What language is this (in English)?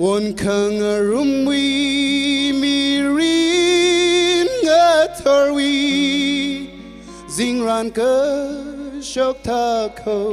Tangkhul Naga (India)